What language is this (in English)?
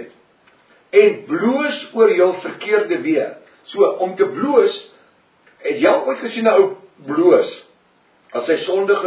Afrikaans